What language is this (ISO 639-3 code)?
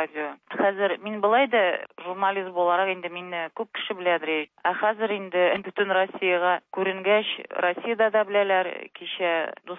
tat